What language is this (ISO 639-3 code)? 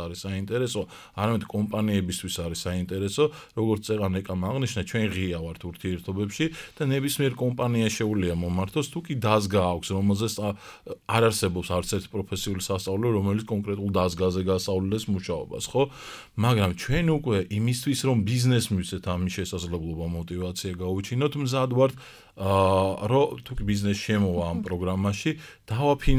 kat